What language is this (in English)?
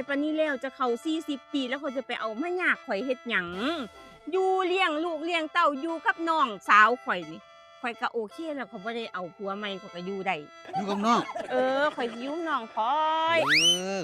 Northeastern Thai